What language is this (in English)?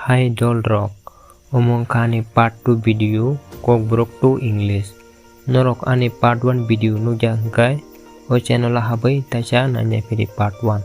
Kok Borok